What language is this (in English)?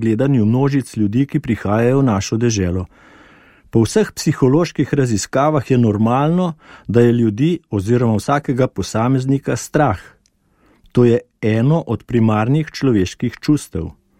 Slovenian